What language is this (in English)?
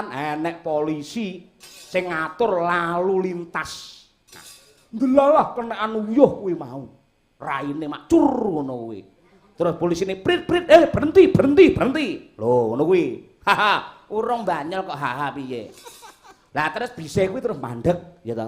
Javanese